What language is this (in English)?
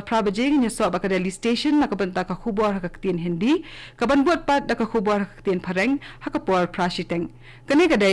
Khasi